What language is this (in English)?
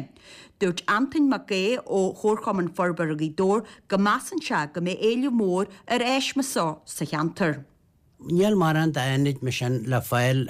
Irish